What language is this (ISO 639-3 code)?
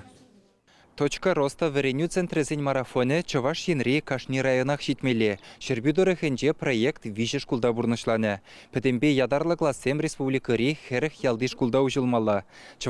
chv